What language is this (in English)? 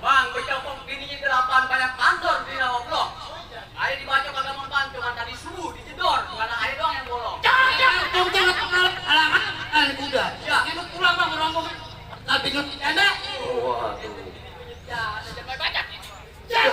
Betawi